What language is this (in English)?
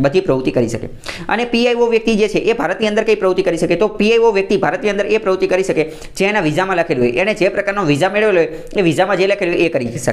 Gujarati